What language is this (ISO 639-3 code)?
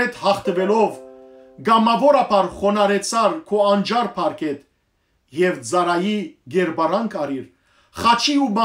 hyw